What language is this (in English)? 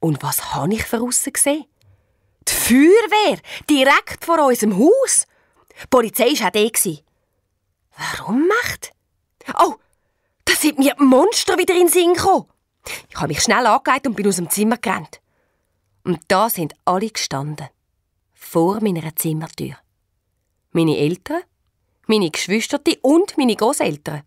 Swiss German